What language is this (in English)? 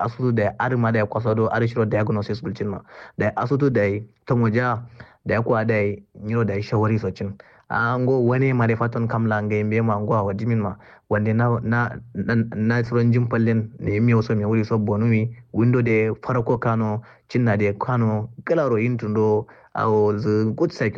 Kanuri